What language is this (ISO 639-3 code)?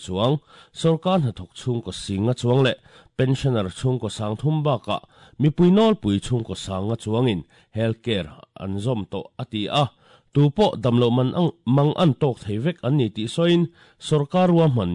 lus